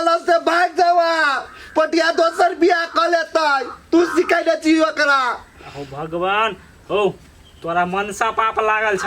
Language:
Maithili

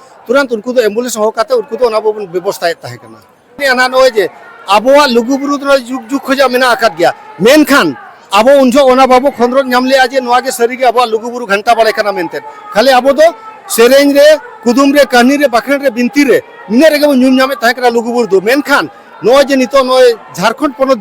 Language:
Santali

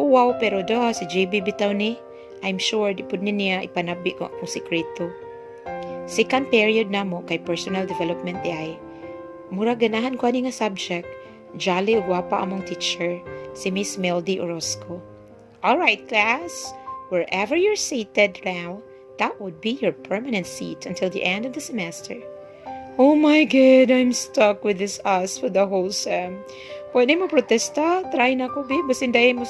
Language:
Cebuano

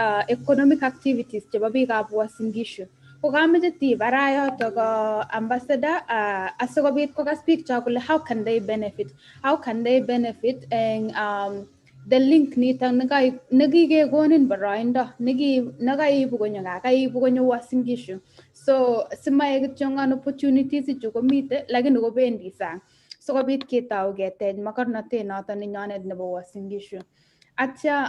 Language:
Kalenjin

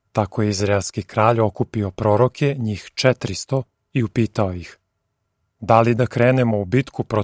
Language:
Serbian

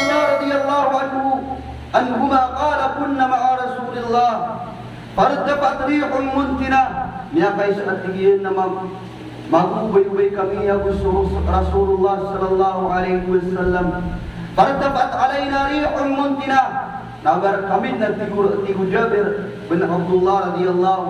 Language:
Maranao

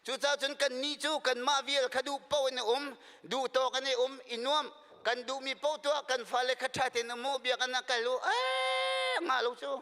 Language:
Hakha Chin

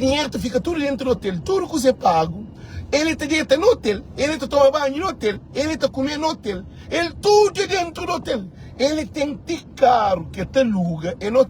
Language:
Kabuverdianu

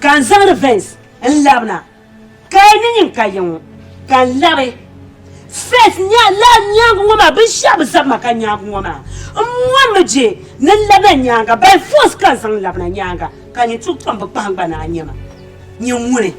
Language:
Dagbani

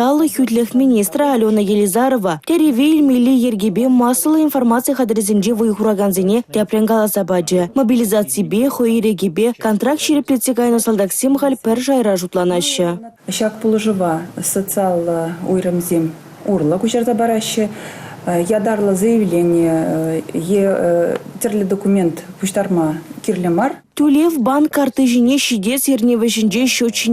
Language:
Chuvash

